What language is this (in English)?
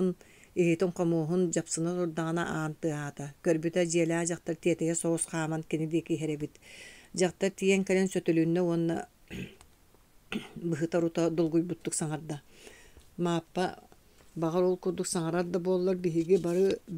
Yakut